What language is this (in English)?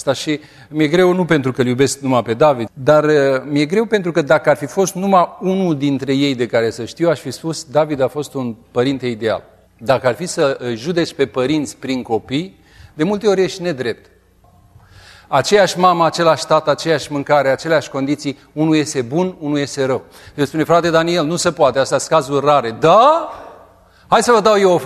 Romanian